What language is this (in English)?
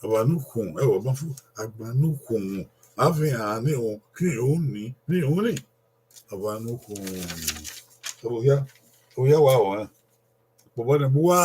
Bini